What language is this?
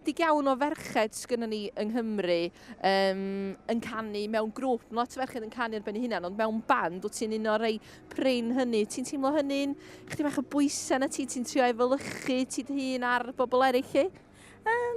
Welsh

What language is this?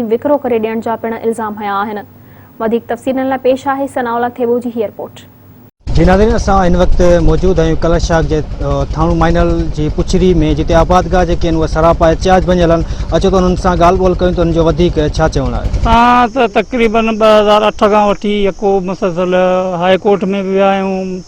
Sindhi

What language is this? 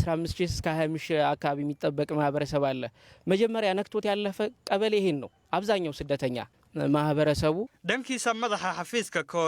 Somali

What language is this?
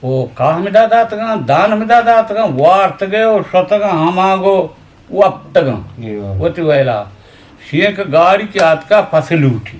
Eastern Balochi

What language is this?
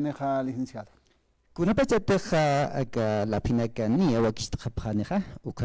Aymara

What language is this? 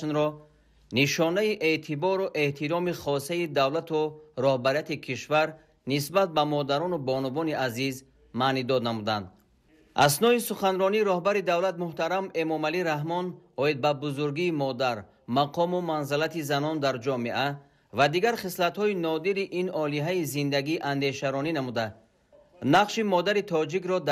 Tajik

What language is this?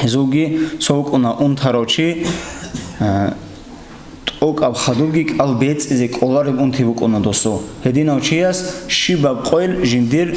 Avaric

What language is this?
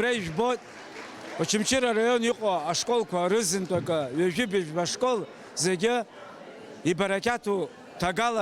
Abkhazian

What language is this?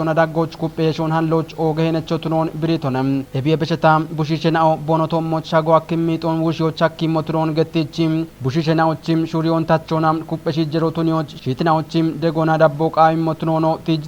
Kafa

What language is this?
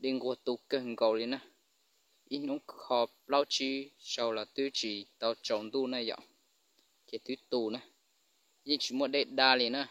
Hmong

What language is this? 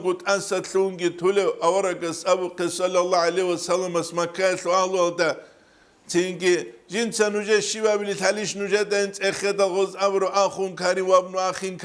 Avaric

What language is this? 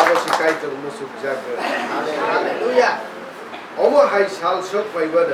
Kok Borok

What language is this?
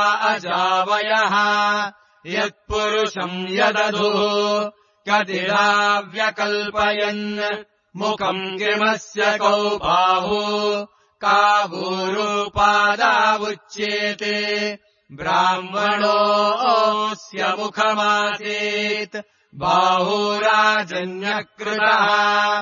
Sanskrit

